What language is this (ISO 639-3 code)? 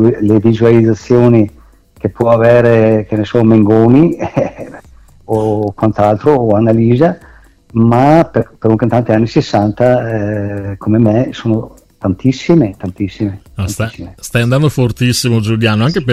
ita